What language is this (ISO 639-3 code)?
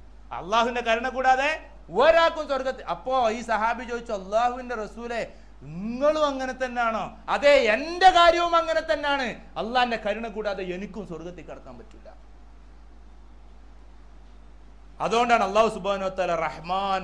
mal